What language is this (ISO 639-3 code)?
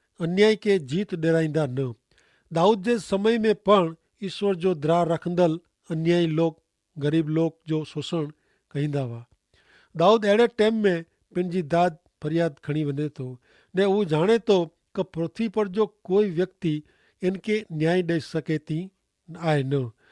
kfr